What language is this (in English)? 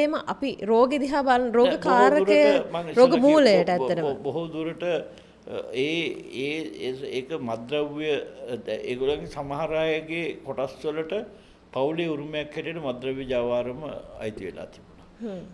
Sinhala